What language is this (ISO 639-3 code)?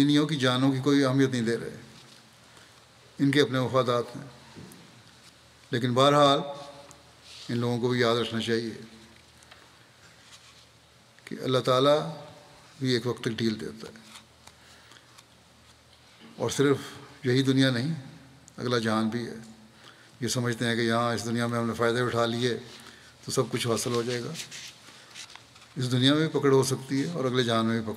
urd